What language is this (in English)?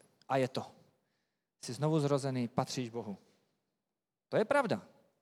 Czech